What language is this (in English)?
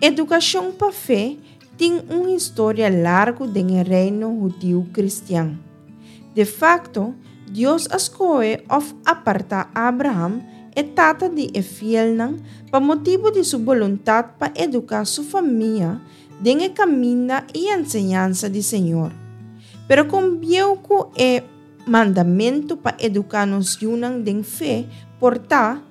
Papiamento